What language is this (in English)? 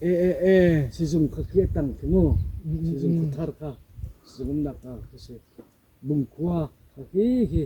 Hakha Chin